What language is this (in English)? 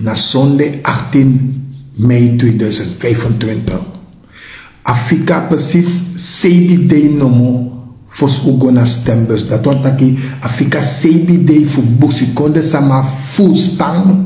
Sranan Tongo